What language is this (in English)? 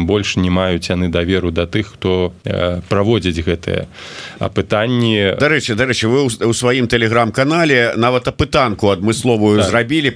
Belarusian